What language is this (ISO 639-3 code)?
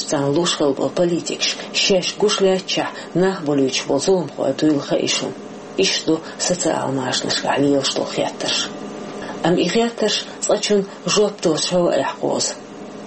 che